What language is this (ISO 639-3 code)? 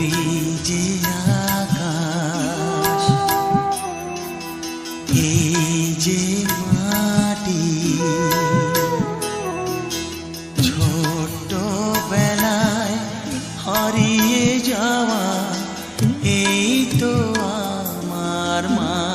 ben